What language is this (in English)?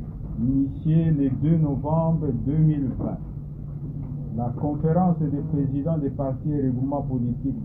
French